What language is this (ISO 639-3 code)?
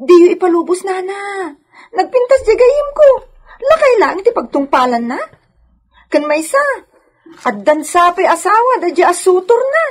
ilo